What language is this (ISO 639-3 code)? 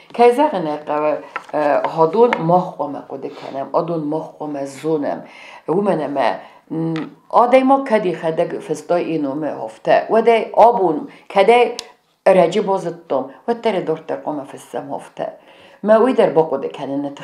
oss